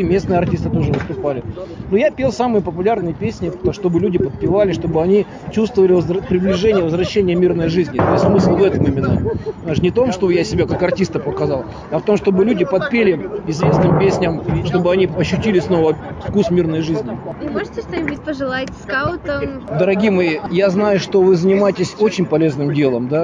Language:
Russian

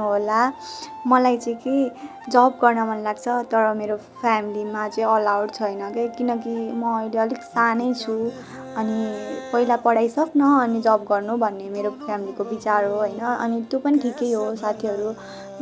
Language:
Nepali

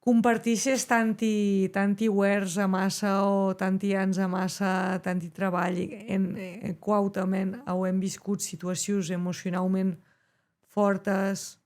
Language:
Occitan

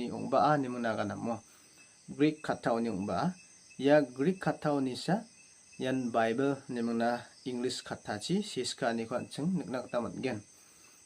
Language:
Garo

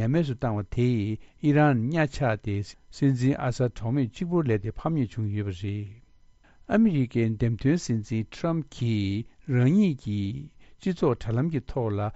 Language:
Tibetan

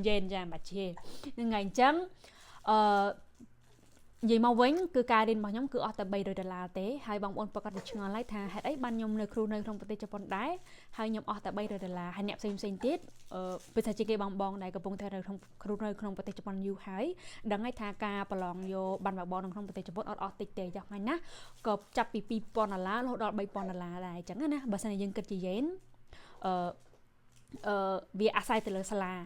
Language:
Khmer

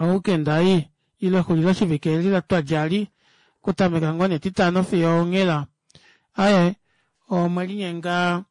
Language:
Kuanyama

